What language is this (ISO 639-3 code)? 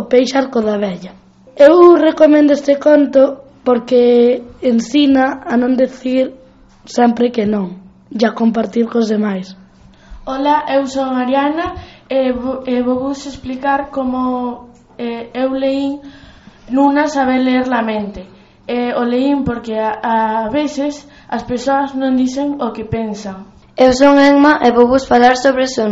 glg